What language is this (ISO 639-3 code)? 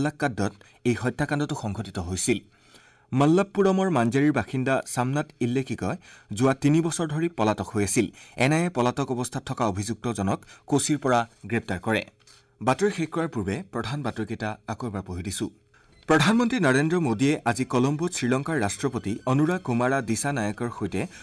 asm